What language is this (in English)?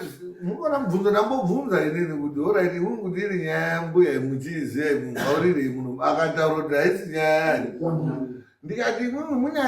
Shona